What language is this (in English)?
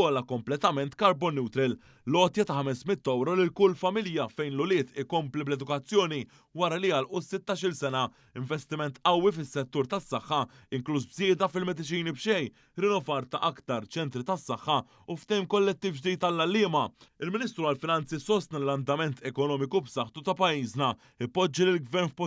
Maltese